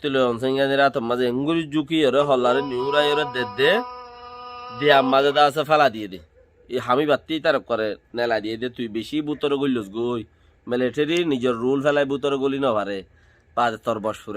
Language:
Rohingya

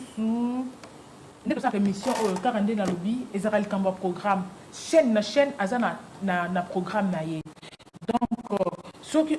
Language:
Lingala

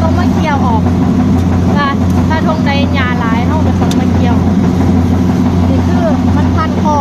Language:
Lao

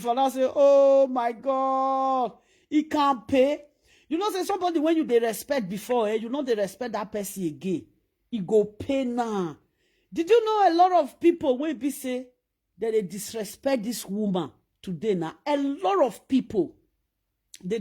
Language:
Nigerian Pidgin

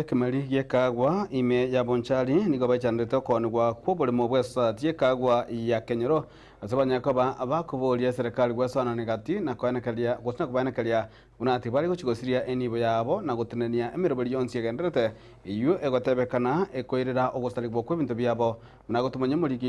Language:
Gusii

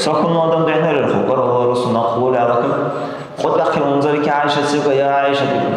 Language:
Dargwa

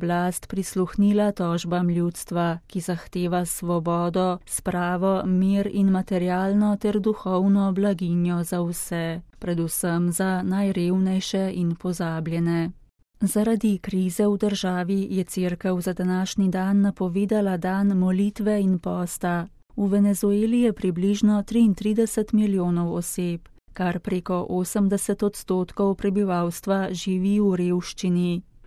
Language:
Slovenian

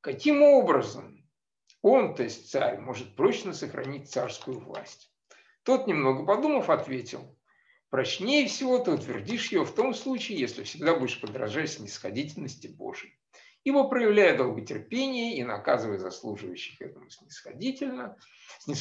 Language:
Russian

